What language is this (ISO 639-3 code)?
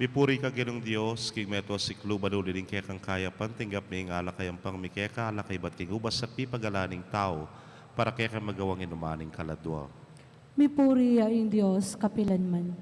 pam